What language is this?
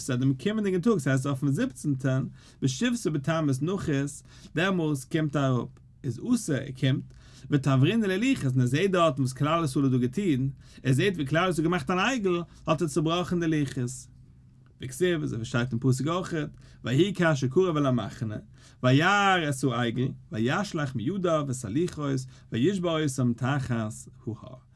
Yiddish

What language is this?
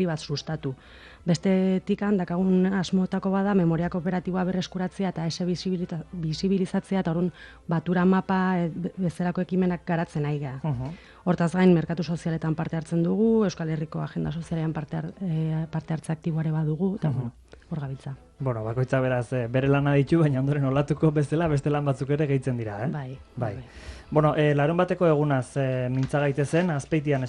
Basque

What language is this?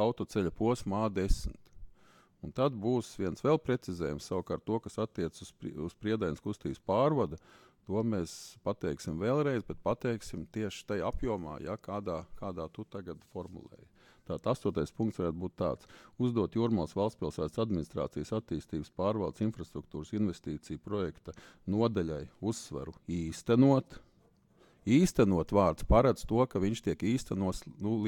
Latvian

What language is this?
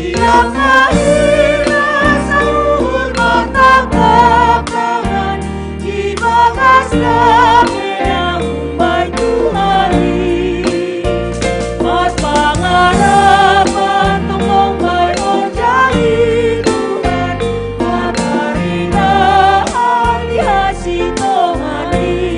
Batak Simalungun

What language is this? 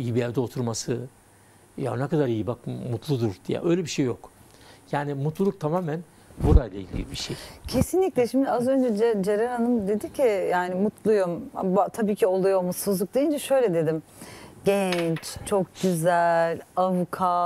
Turkish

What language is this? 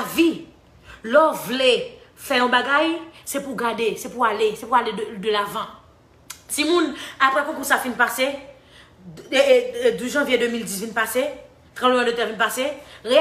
Haitian Creole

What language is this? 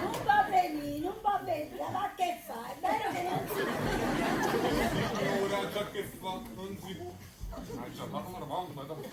Neapolitan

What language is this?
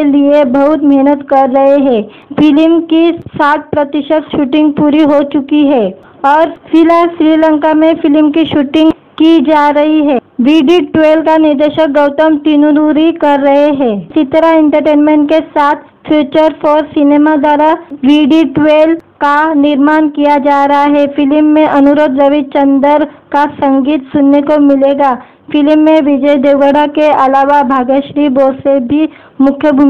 Hindi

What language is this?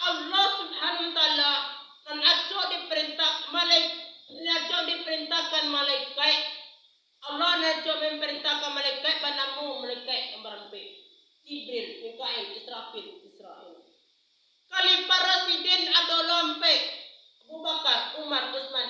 Minangkabau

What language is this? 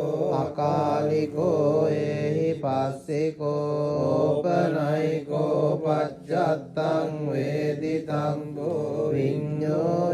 Pali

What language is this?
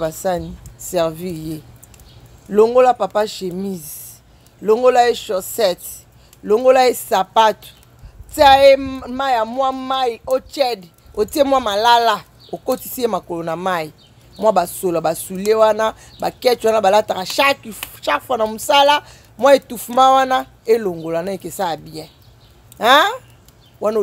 Lingala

